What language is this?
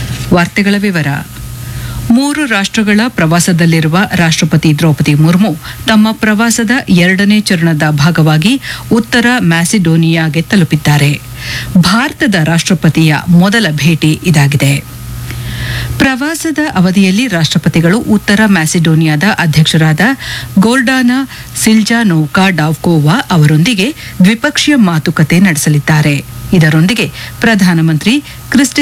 Kannada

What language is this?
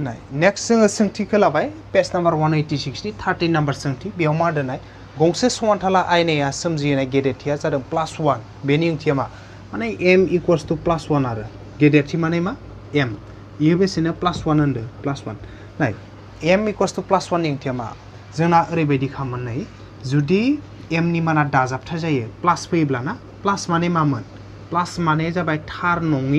Bodo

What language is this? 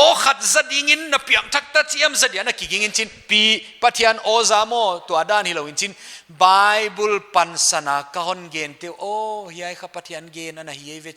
Paite Chin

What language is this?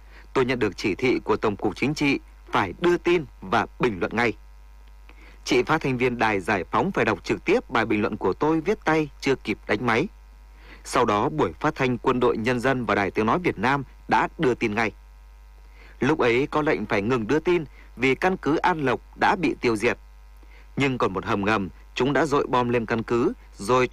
Vietnamese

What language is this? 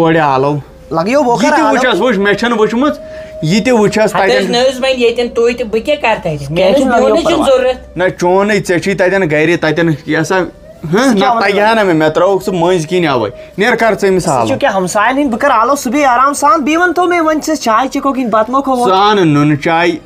Kashmiri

